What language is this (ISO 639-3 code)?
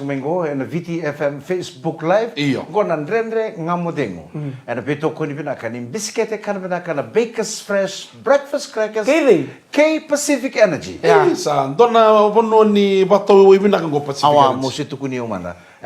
fij